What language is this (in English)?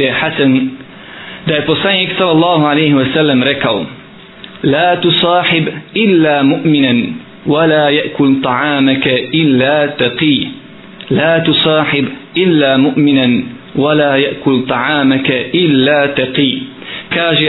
Bosnian